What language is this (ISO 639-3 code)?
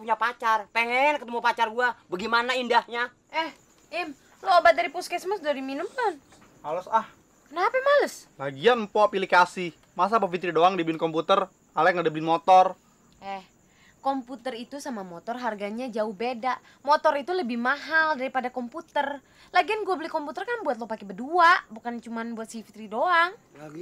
bew